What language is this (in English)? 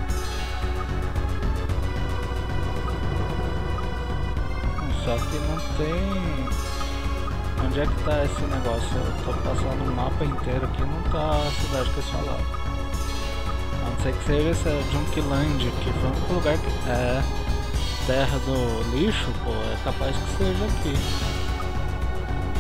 Portuguese